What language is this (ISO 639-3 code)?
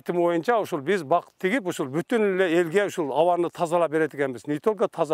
kir